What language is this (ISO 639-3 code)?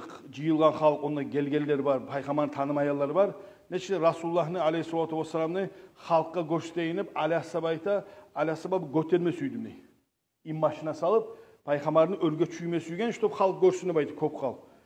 kum